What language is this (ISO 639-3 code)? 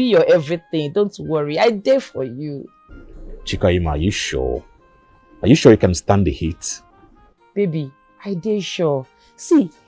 pcm